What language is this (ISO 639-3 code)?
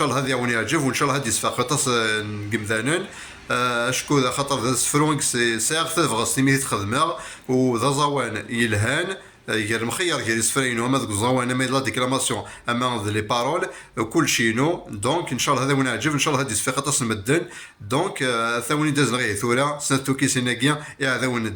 kab